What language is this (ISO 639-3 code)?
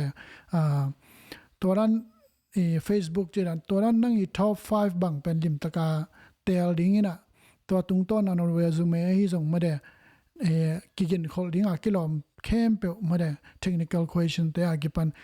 ctd